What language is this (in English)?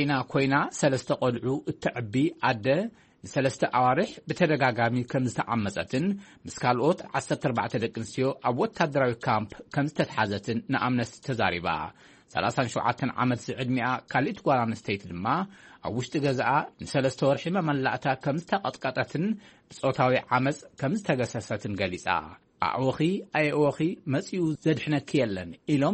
Tigrinya